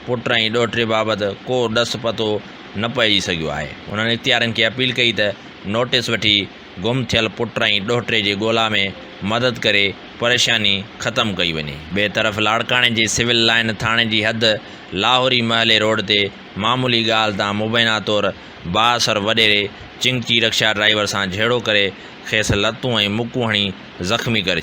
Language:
Sindhi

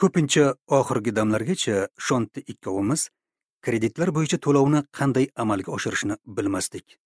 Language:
Uzbek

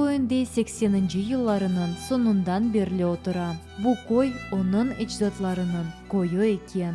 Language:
Crimean Tatar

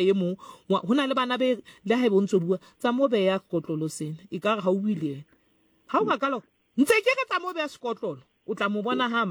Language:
Southern Sotho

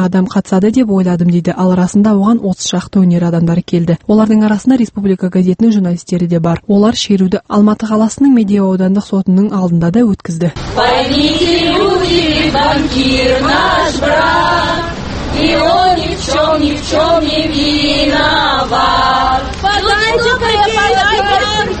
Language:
Kazakh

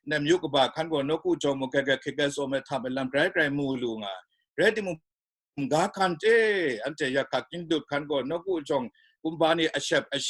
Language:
Kachin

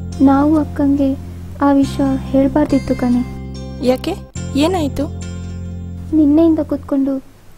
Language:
Kannada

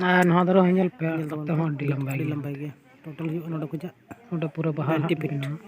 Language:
Santali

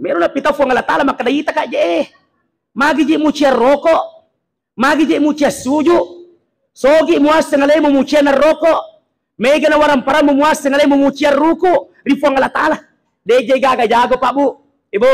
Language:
Buginese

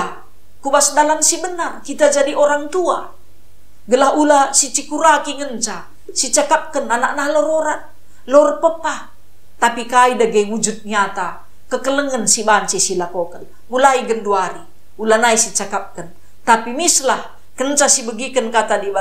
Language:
Batak Karo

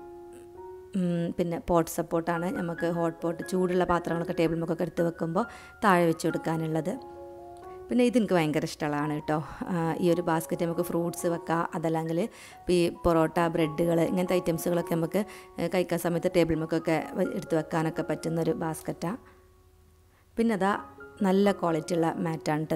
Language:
Malayalam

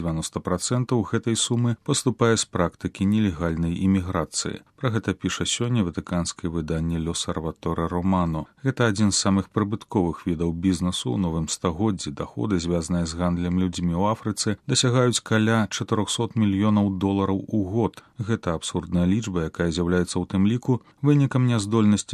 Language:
Belarusian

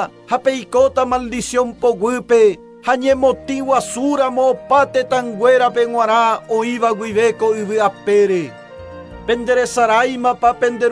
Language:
Guarani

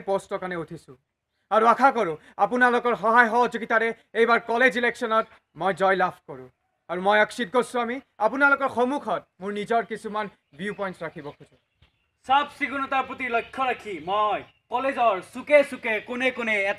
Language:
Assamese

